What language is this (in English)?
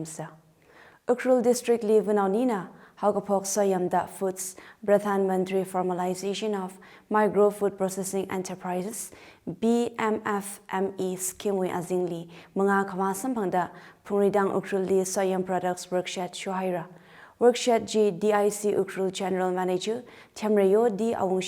Tangkhul Naga (India)